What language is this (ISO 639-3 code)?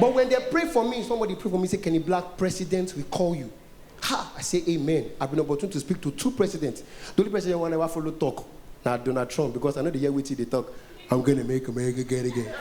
pcm